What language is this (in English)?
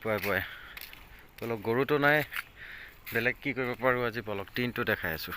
Assamese